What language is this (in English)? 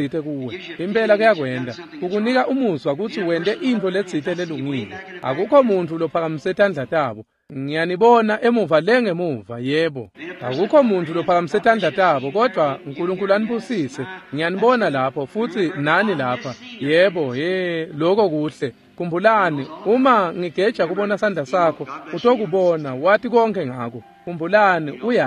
Swati